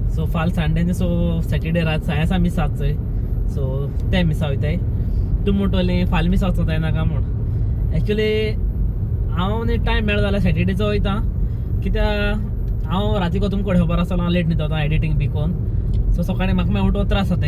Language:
Konkani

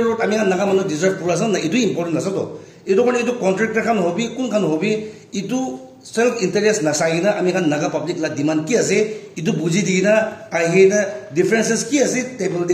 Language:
Naga Pidgin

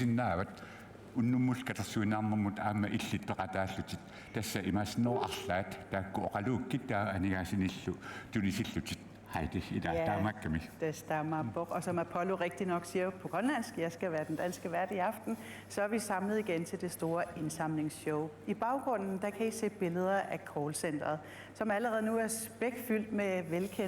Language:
Kalaallisut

